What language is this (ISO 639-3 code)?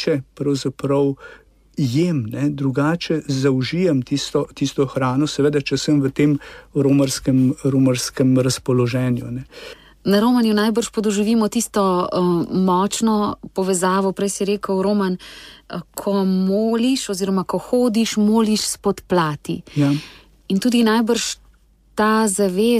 slv